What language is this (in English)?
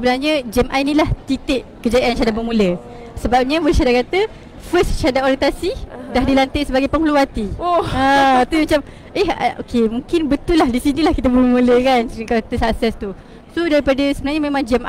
Malay